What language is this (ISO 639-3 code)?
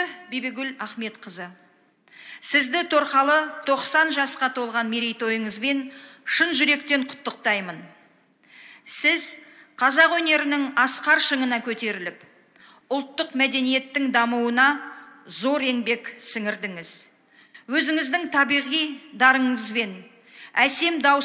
kaz